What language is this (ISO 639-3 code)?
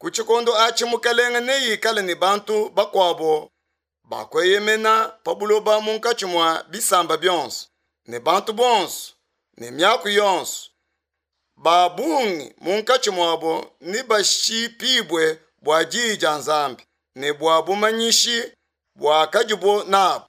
lua